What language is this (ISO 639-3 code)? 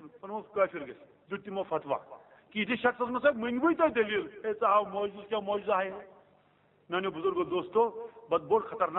kas